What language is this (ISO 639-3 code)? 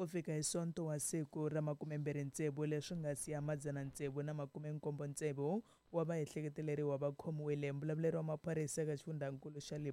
tso